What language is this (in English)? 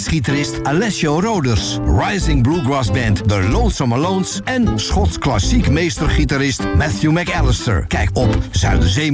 Dutch